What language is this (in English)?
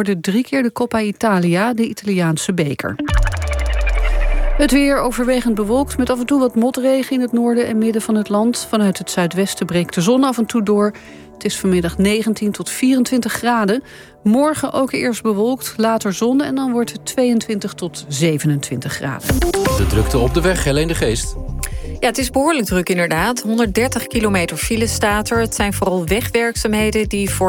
Dutch